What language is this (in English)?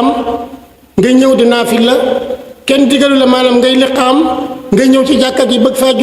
Wolof